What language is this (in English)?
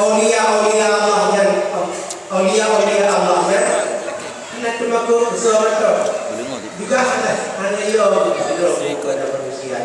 Achinese